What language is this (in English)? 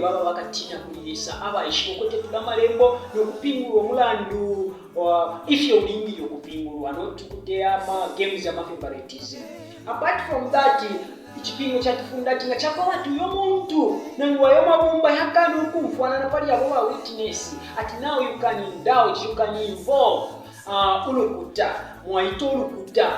Bemba